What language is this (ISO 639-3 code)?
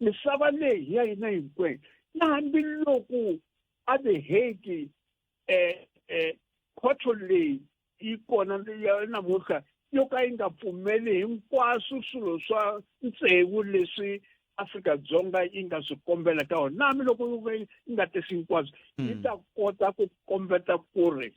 tso